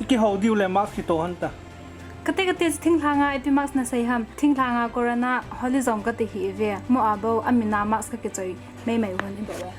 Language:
Thado Chin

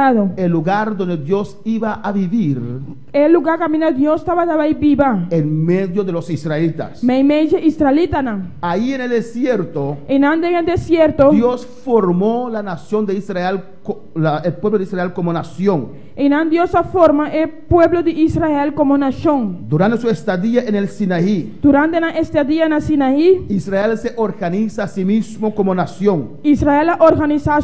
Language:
Papiamento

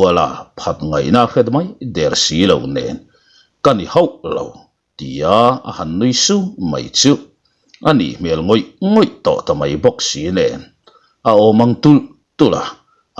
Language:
Mizo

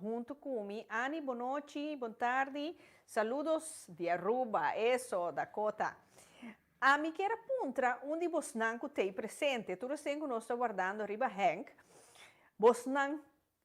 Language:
Papiamento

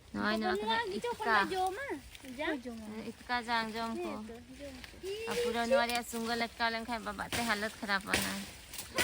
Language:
Santali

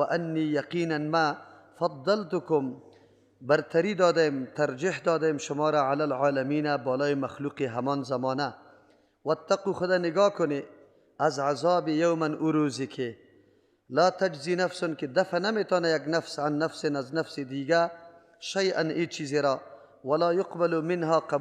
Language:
Persian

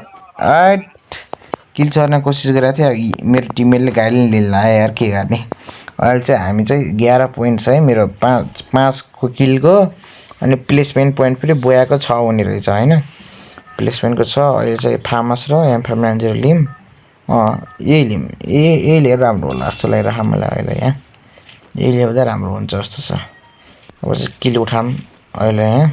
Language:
Nepali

